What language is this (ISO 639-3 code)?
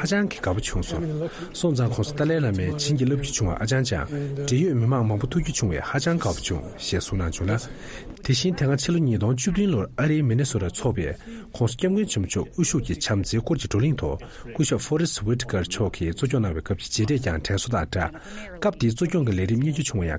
bod